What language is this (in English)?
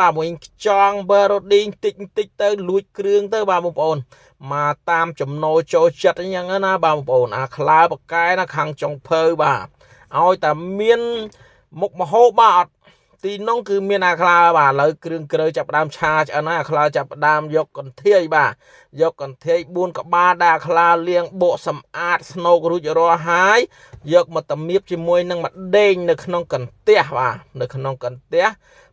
Khmer